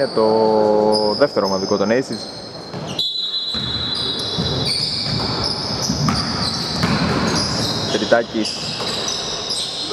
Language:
Greek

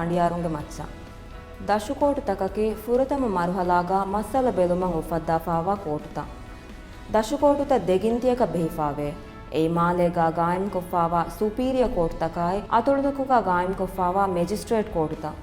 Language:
Divehi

